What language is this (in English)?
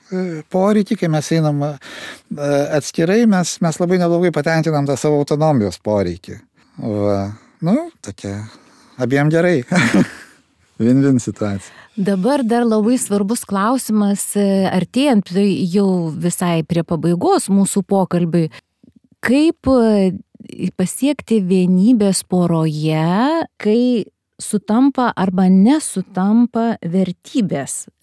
Lithuanian